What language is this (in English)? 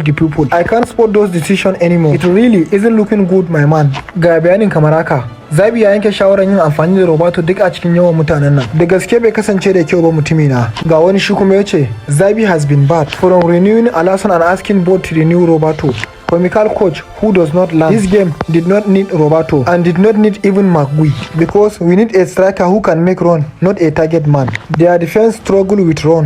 Hausa